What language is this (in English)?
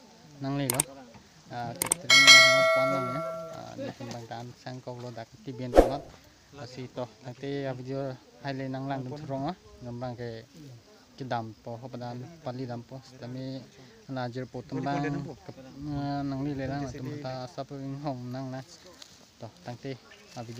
Karbi